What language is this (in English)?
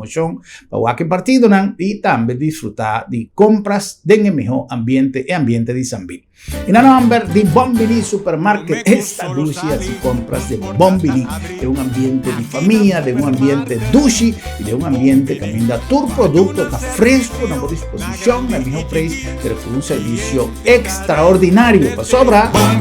Papiamento